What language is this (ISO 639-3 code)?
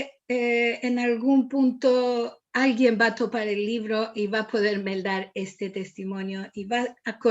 lad